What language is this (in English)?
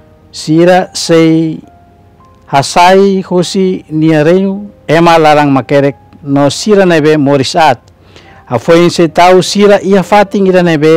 Tetum